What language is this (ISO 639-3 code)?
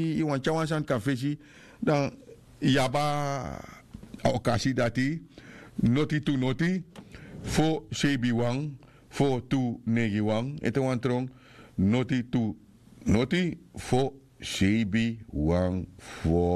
srn